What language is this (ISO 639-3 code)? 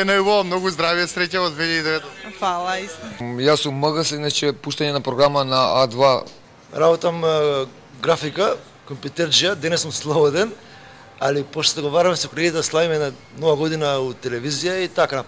mkd